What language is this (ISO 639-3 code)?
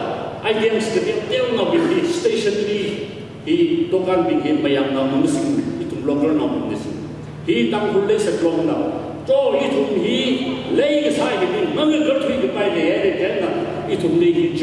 nmf